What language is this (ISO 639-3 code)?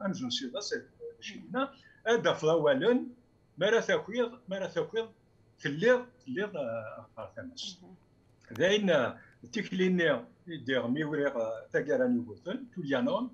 kab